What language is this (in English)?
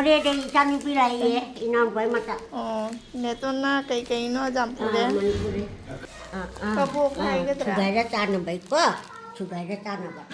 Manipuri